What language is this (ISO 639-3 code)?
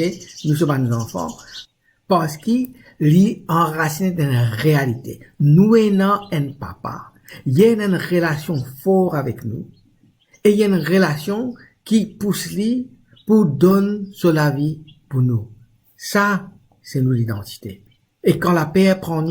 mfe